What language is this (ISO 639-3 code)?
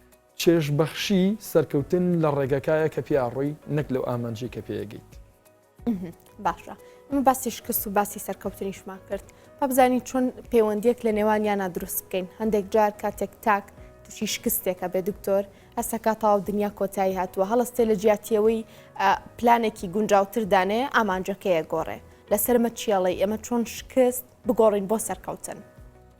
ckb